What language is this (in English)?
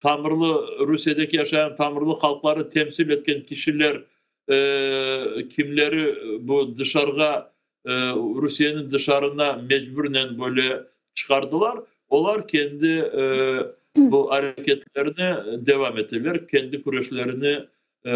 Crimean Tatar